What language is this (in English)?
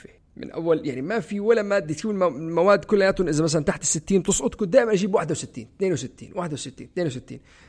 North Levantine Arabic